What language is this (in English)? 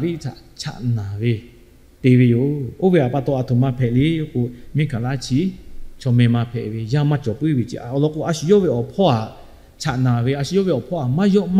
Lahu